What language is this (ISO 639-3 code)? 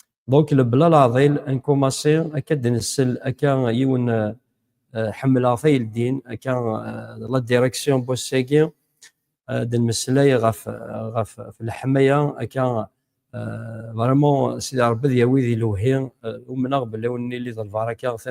kab